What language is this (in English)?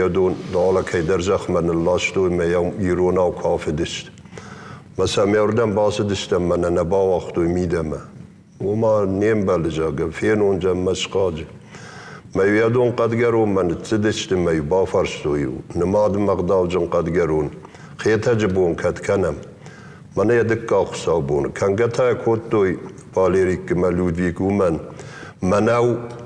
Ossetic